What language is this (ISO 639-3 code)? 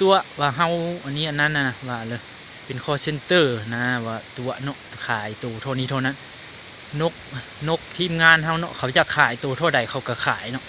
lao